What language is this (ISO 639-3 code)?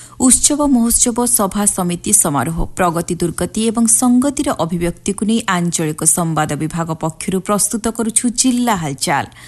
ori